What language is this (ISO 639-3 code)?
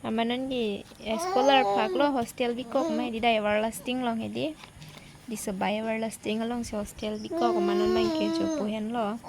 mjw